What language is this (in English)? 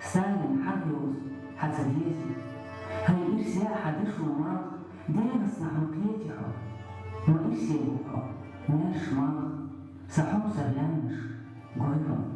Chechen